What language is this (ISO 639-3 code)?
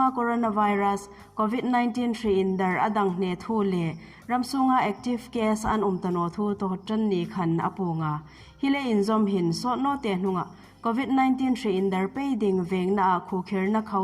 hmr